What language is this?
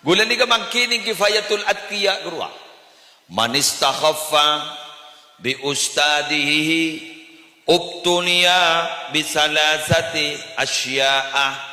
Madurese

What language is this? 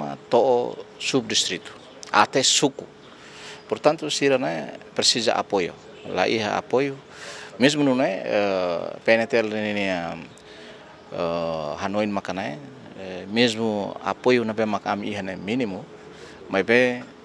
Tetum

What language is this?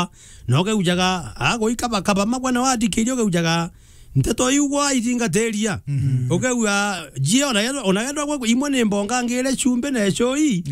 Meru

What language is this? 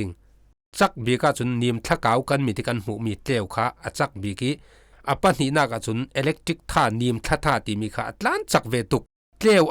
Falam Chin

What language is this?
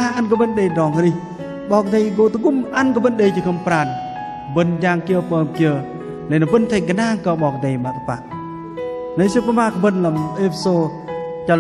Bahnar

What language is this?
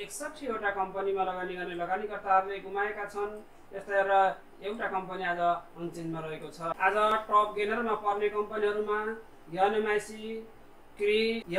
Nepali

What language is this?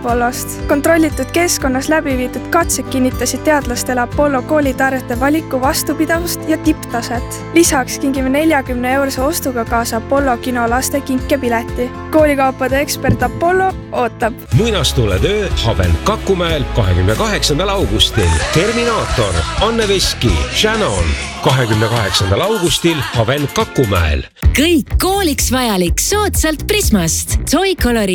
Estonian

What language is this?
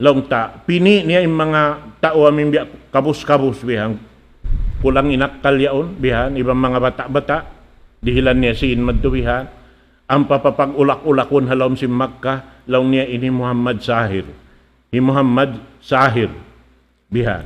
Tausug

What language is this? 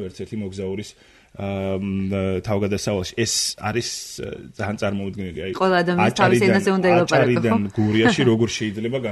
Georgian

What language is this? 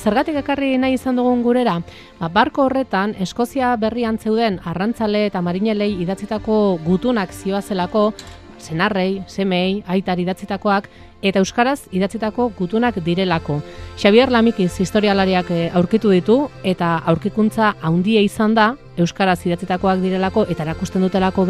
Basque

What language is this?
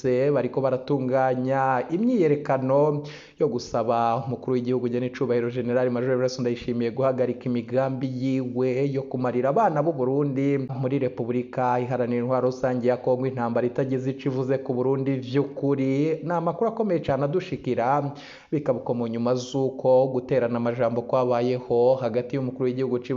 Rundi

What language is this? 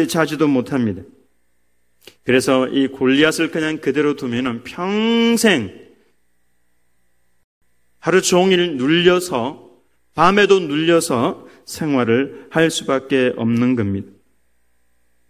Korean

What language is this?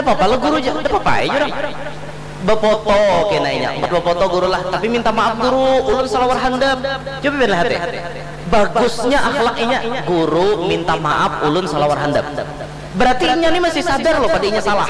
Banjar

